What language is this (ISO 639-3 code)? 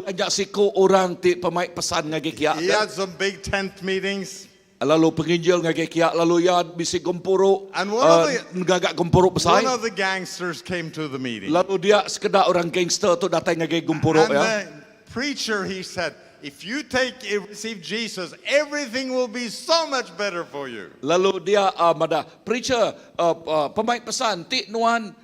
iba